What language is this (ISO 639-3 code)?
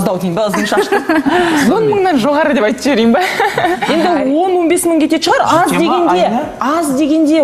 kaz